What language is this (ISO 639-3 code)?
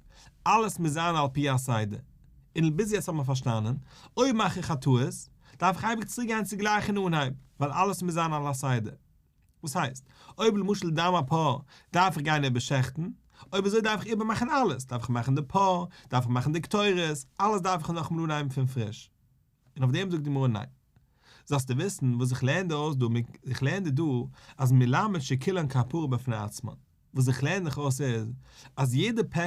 yid